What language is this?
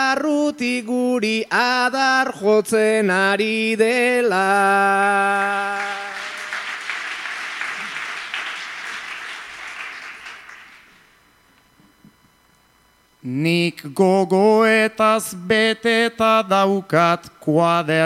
Basque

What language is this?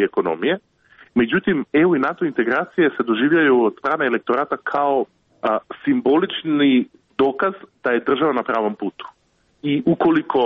Serbian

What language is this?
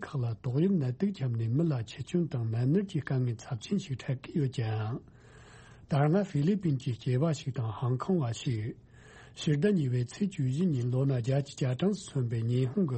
Tibetan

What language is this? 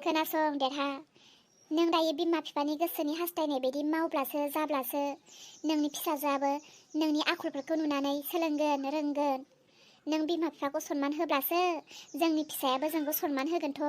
Bodo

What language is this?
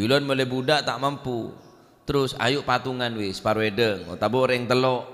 Madurese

